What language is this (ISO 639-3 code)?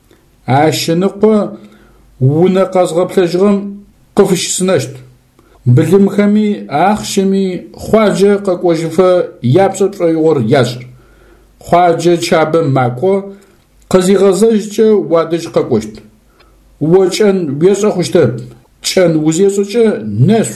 ady